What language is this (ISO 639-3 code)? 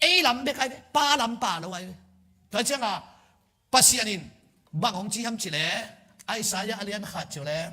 ctd